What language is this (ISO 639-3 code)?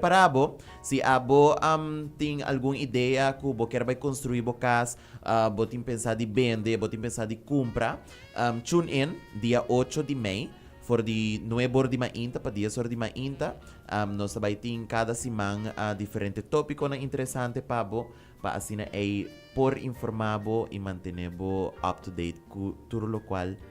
pap